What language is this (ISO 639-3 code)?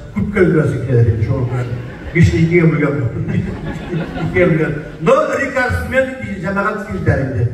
tat